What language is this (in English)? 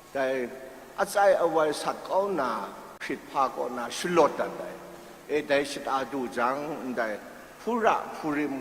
Kachin